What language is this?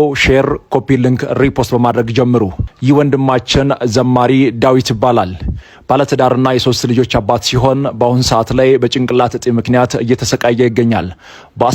Amharic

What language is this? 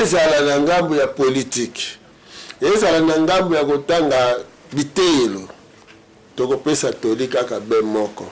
Lingala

